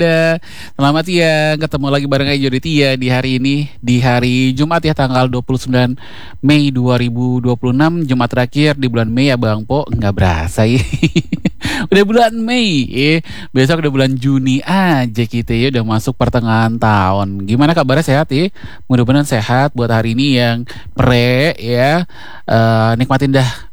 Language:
Indonesian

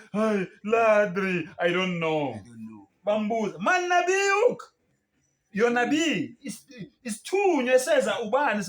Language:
Zulu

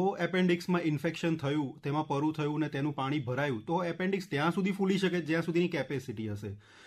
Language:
Gujarati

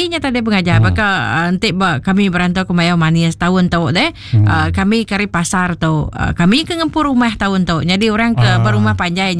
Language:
Iban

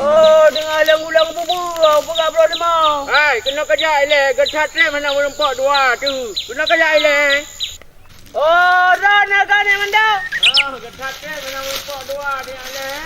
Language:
Achinese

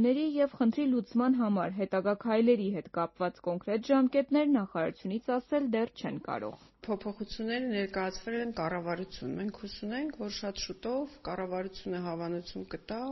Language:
Armenian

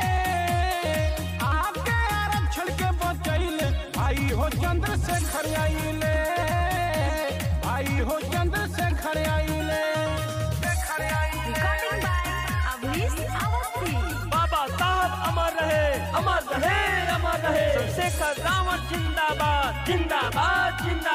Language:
Bhojpuri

